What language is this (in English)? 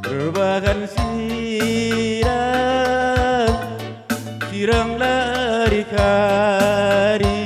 Batak Karo